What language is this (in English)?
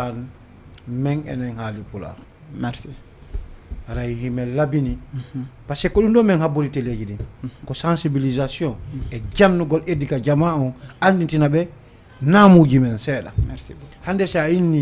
Fula